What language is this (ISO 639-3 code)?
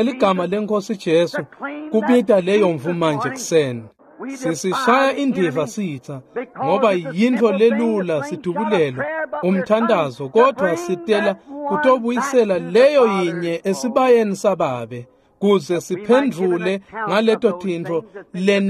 ssw